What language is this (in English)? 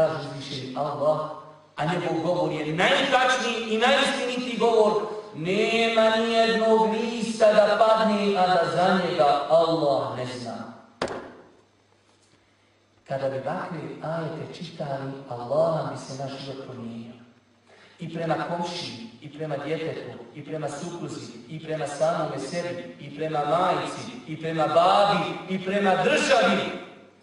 Bosnian